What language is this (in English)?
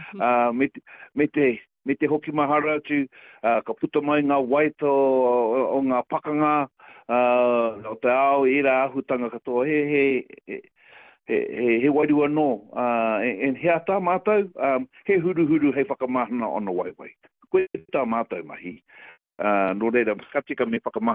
Māori